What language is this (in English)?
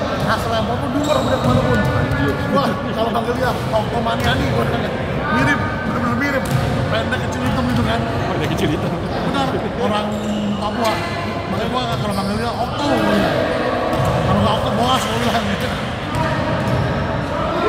Indonesian